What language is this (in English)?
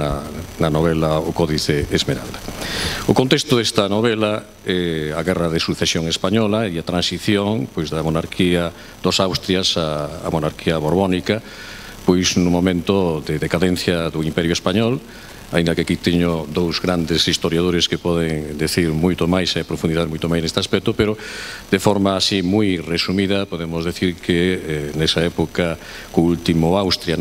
Galician